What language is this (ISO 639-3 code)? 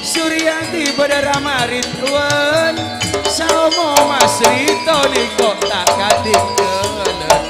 mad